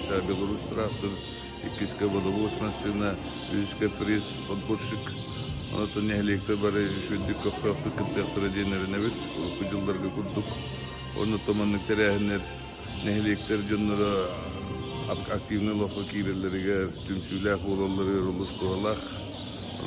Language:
Yakut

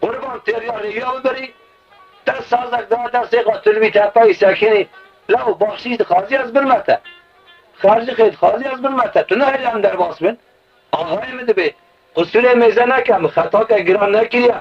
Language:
Kurdish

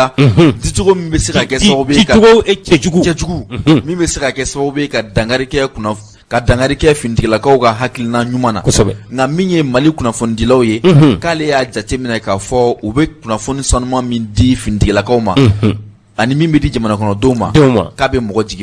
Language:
Bambara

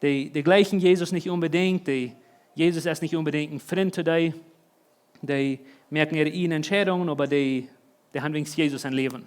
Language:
Plautdietsch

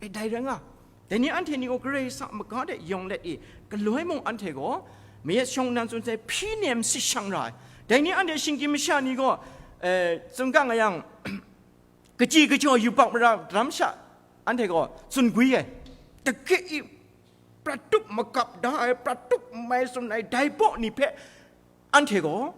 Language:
Kachin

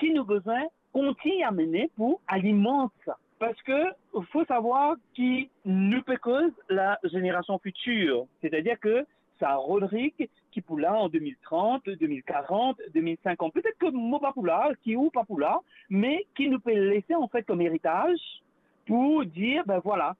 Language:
Morisyen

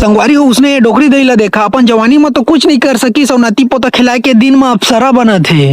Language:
Chhattisgarhi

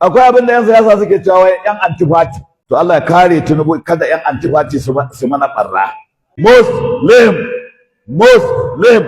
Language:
Hausa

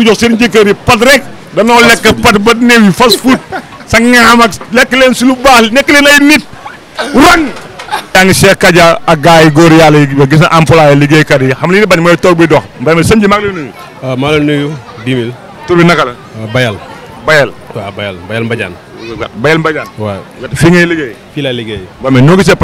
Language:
Wolof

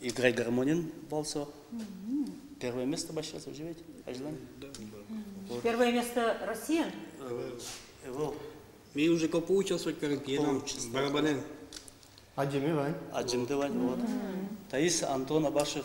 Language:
Udmurt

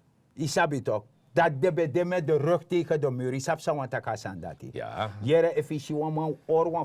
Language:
Sranan Tongo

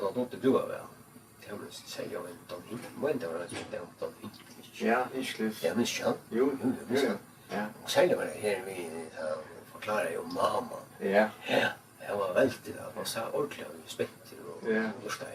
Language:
Faroese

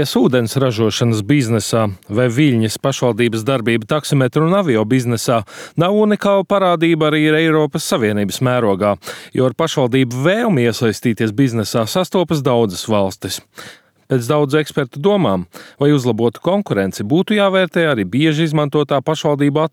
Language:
Latvian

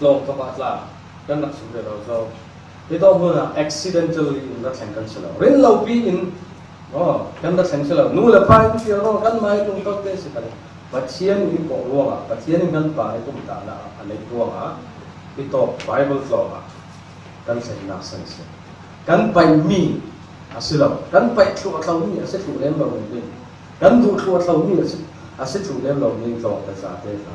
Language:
Falam Chin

